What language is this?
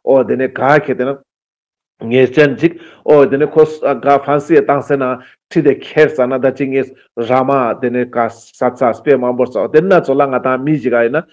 Ladakhi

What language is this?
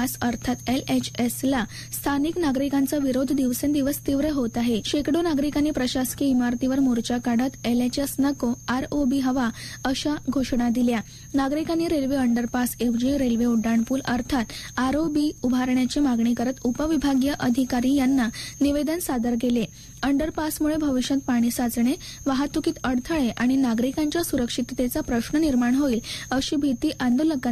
Marathi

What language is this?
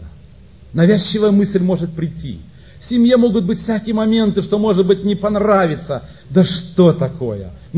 Russian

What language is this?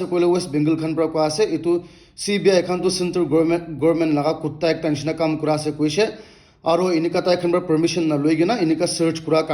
Naga Pidgin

